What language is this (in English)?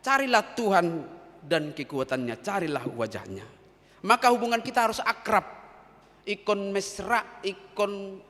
Batak Toba